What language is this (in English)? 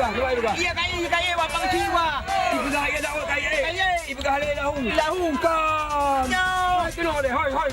Achinese